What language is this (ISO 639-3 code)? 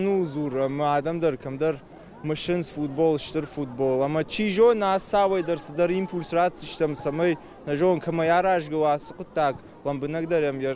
oss